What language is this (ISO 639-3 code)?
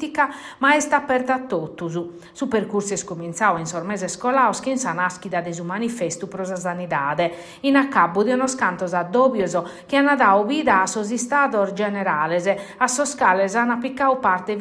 srd